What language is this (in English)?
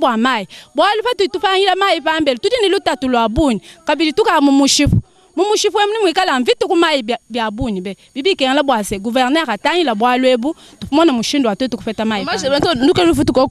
Luba-Lulua